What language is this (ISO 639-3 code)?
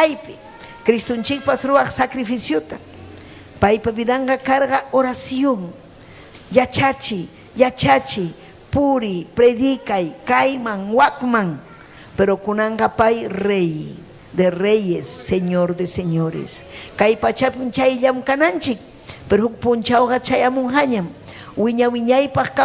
quy